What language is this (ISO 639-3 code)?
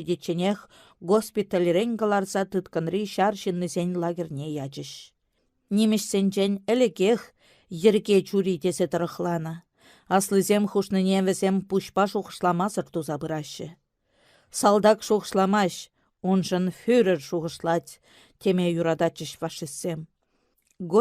chv